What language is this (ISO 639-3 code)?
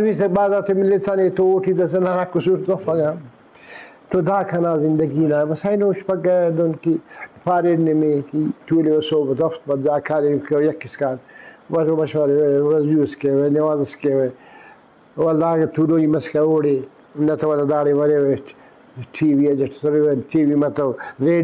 brh